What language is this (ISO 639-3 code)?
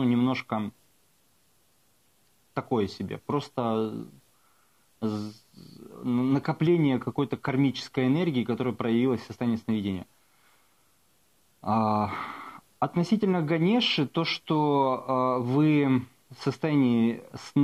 rus